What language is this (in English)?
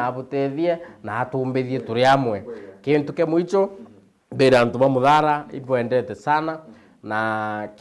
Meru